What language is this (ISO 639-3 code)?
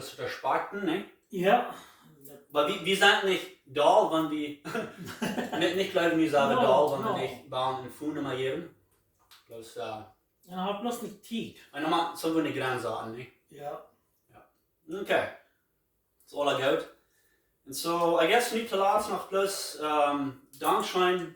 pdt